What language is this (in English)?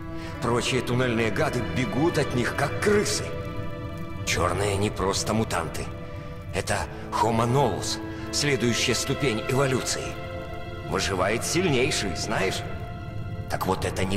Russian